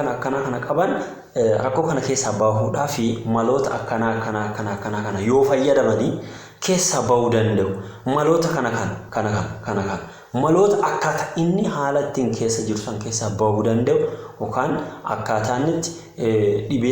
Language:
Oromo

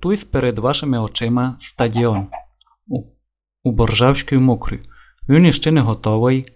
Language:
Rusyn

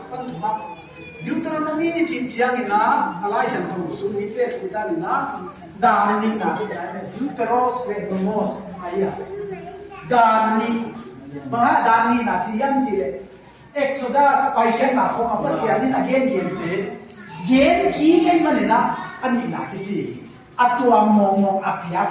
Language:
Paite Chin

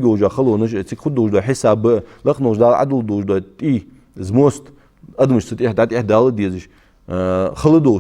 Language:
Ingush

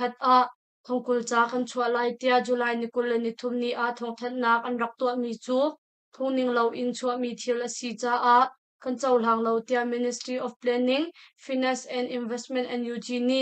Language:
Hakha Chin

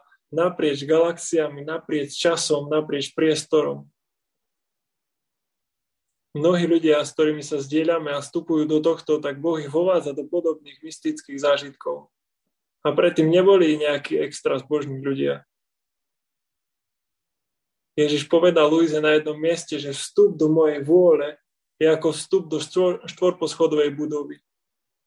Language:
Slovak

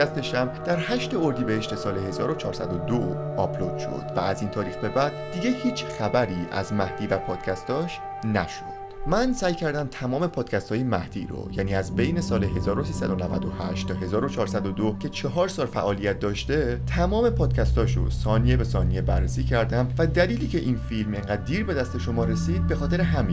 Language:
Persian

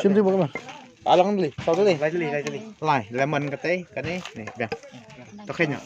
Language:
Khasi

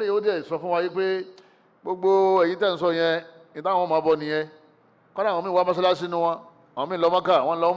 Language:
Yoruba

